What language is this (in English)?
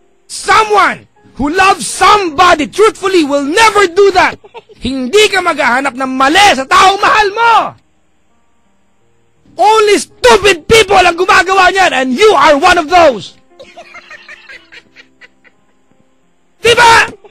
Filipino